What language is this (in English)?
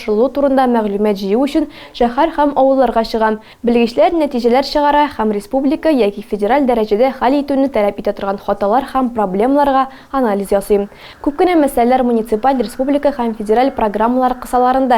Tatar